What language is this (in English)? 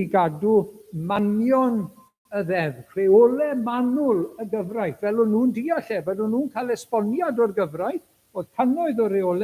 Welsh